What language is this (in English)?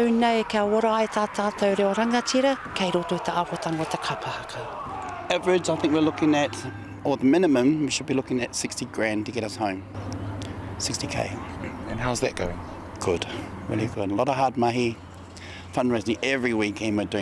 Māori